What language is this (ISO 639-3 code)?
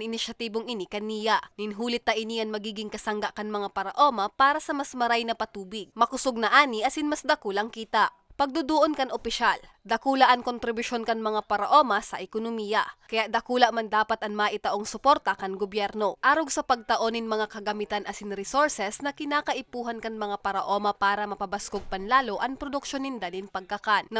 bik